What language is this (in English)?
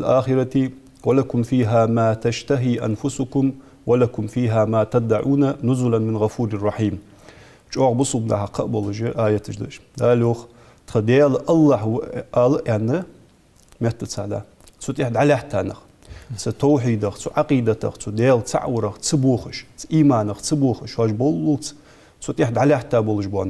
Ingush